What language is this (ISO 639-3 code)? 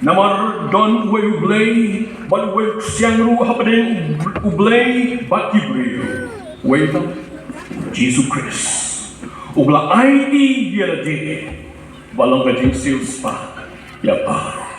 kha